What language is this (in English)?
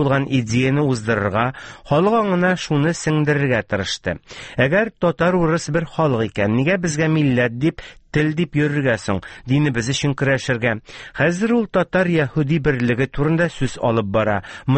Tatar